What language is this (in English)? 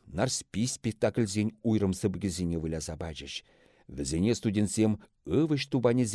Chuvash